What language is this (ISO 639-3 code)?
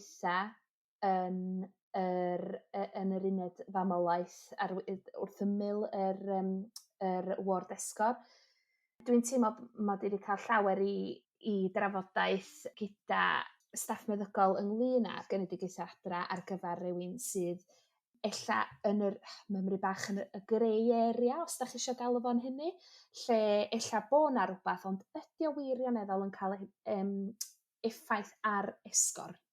cym